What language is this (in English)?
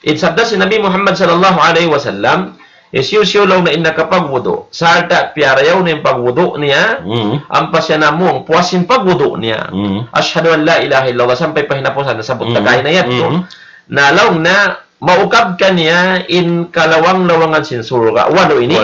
Tausug